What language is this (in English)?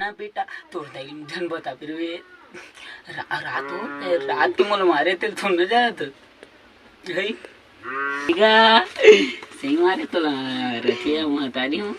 Chhattisgarhi